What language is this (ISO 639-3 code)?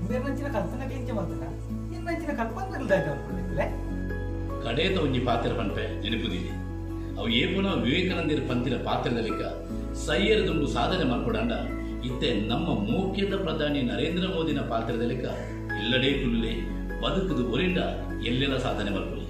tcy